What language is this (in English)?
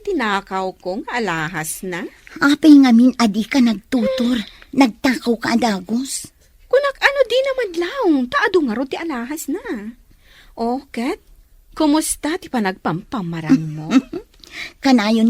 Iloko